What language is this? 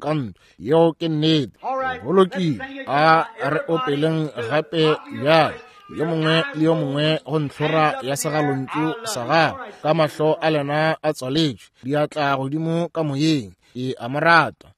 Northern Sotho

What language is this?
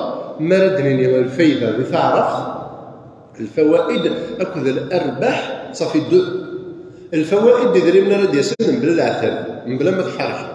Kabyle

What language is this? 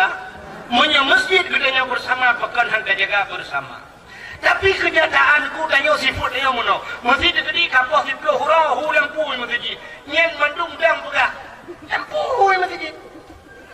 Achinese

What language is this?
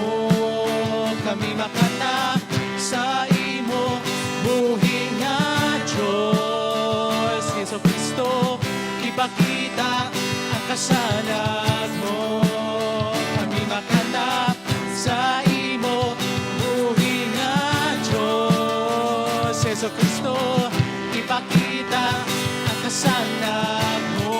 Hiligaynon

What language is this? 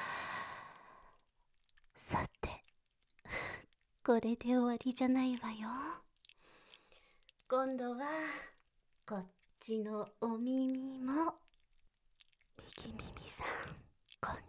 Japanese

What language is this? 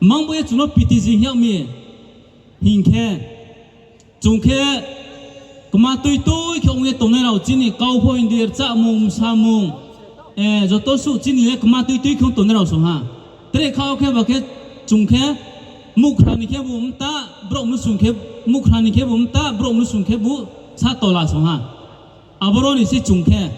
Riang (India)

